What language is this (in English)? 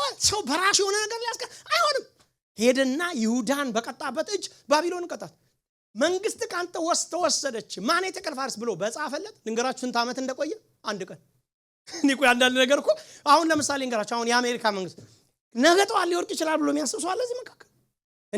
Amharic